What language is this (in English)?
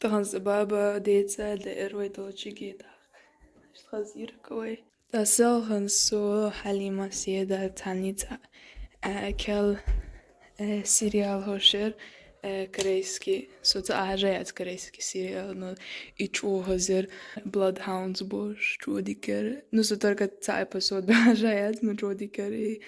Chechen